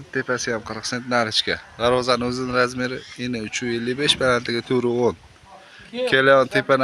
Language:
Uzbek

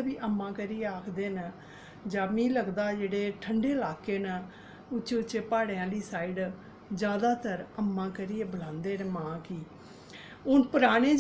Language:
Dogri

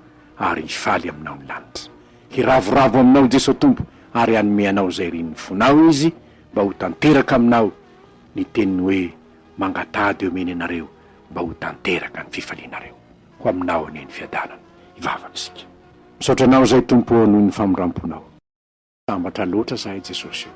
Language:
Malagasy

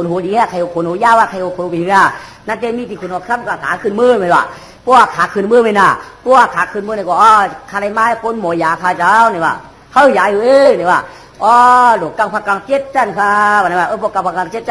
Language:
Shan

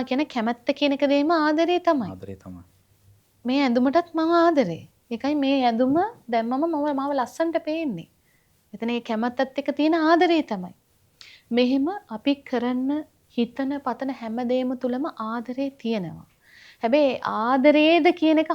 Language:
Sinhala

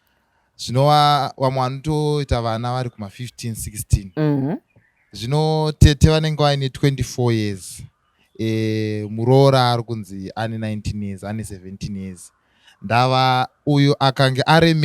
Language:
Shona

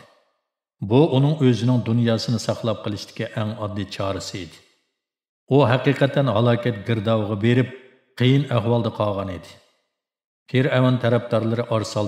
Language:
Uyghur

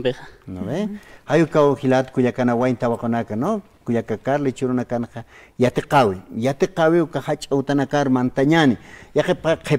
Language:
Aymara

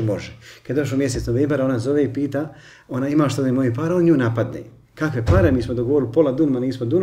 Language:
Bosnian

